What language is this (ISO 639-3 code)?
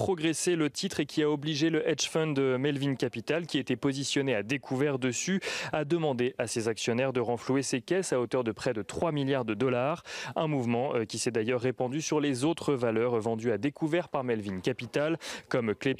fra